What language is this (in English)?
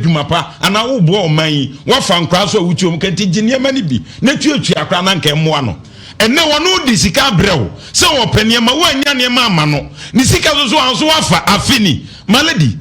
Akan